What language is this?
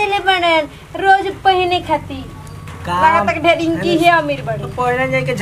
Bhojpuri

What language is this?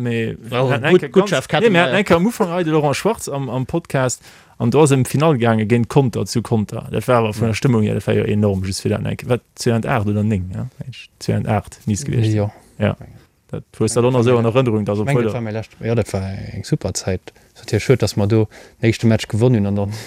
Luxembourgish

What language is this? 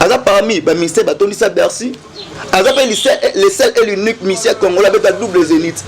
Lingala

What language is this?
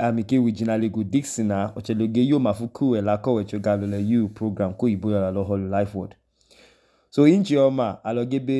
Idoma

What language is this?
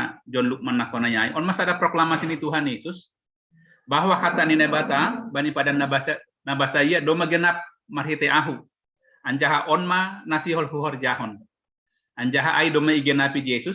Batak Simalungun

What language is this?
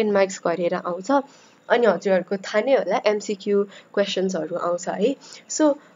Nepali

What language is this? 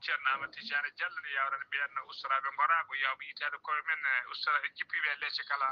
Fula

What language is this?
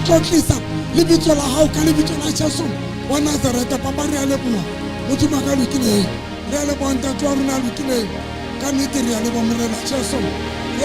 Southern Sotho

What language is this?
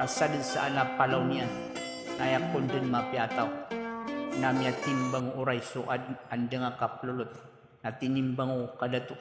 Maranao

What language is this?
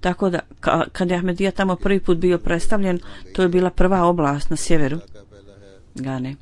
Bosnian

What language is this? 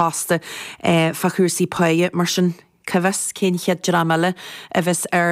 Irish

